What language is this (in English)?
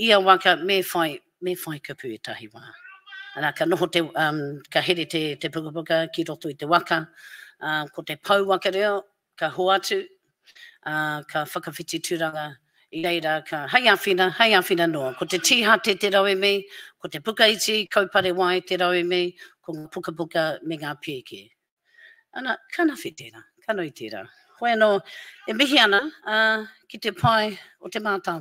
Māori